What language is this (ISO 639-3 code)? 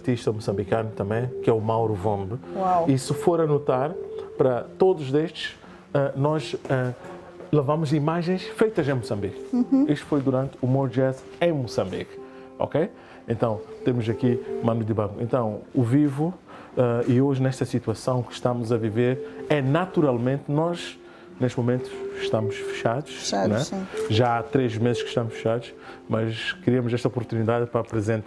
por